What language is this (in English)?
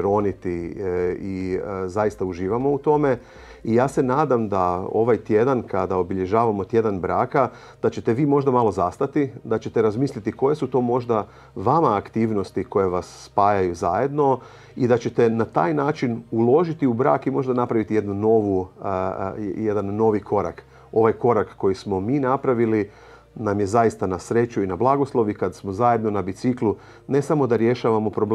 Croatian